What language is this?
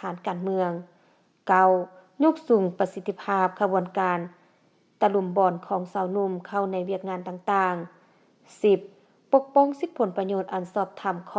Lao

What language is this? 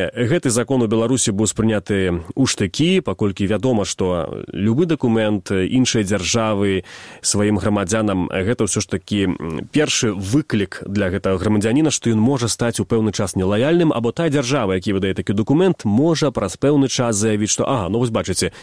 Belarusian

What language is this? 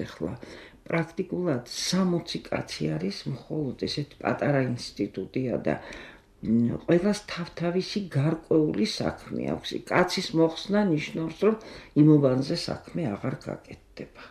Georgian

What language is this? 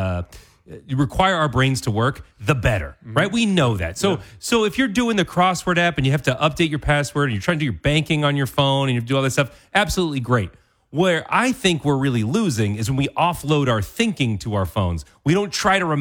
English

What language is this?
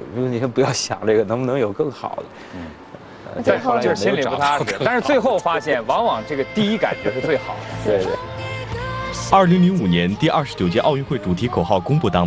Chinese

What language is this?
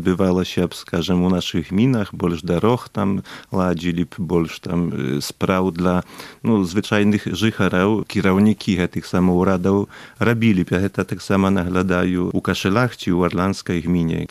Belarusian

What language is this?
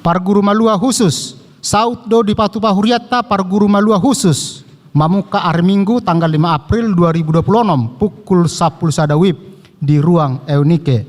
Batak Toba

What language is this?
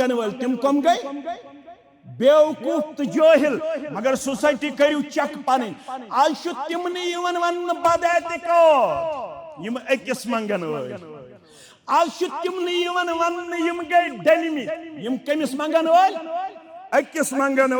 Kashmiri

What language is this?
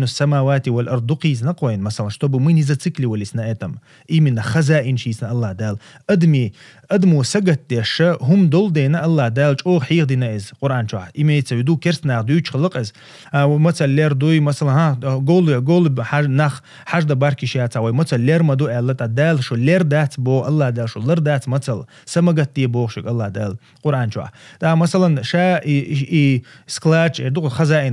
Chechen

